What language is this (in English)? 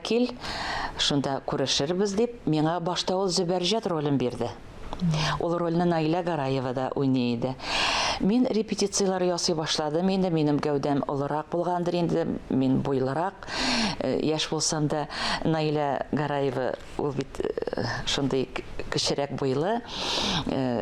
Tatar